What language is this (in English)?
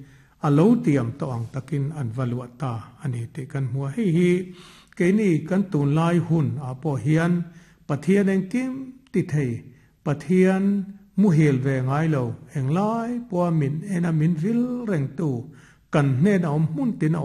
Mizo